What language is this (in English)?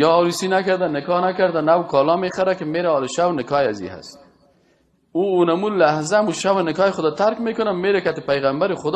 Persian